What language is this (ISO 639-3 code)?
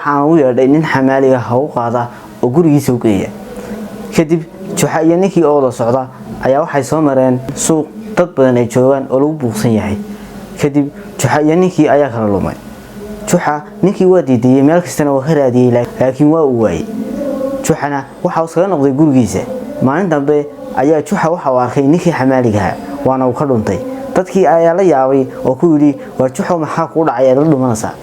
som